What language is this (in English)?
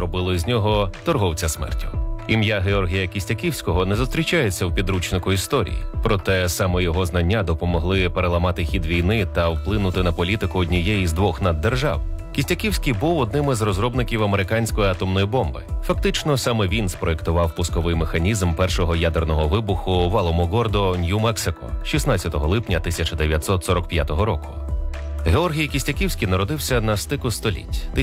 Ukrainian